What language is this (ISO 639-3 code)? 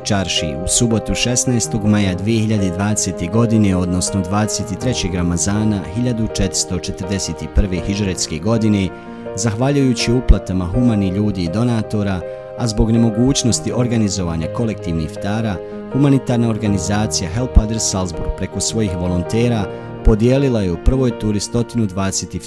bos